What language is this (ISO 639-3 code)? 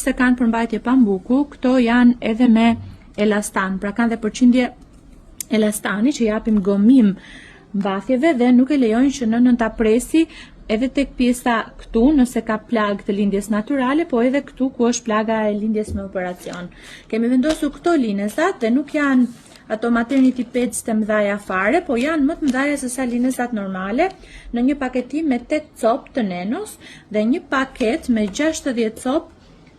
sqi